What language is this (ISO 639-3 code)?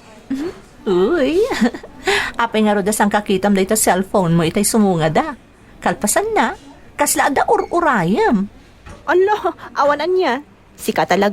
ilo